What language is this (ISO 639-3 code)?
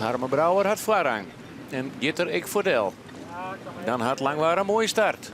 fry